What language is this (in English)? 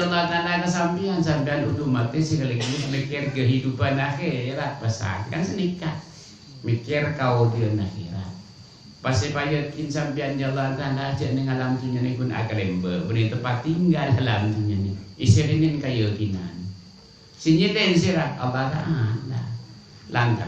Madurese